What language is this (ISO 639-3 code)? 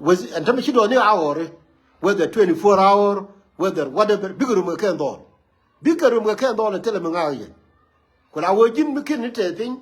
nus